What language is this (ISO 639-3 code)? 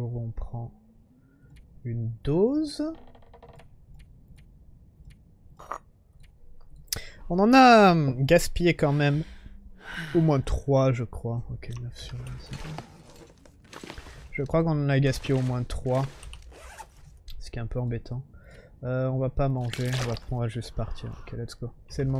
fra